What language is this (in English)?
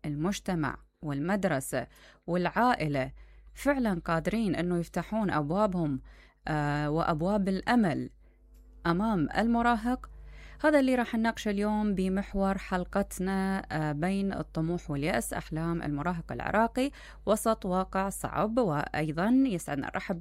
Mesopotamian Arabic